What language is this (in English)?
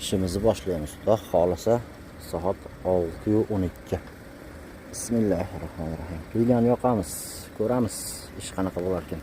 Uzbek